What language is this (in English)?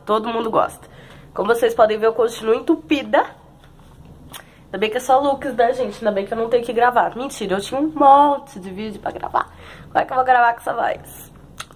Portuguese